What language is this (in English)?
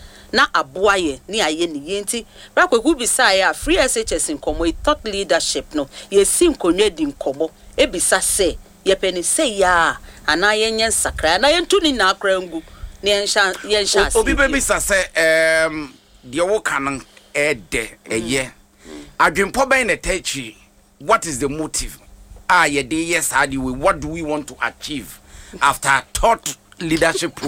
Akan